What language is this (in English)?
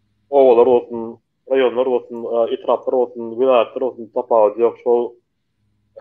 Turkmen